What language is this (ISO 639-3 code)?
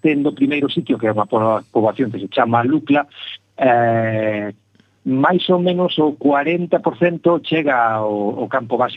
glg